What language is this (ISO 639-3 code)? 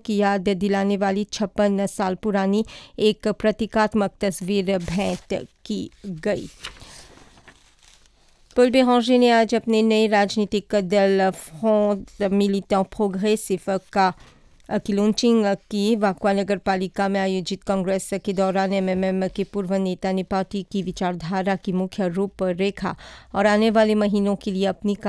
hin